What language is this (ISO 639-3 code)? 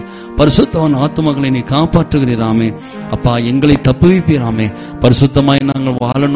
tam